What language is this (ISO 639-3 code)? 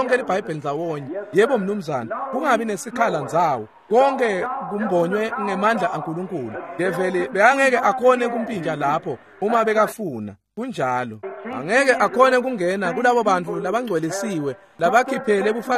ssw